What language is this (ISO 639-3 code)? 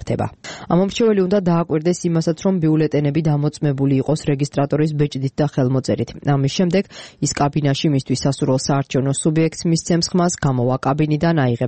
kat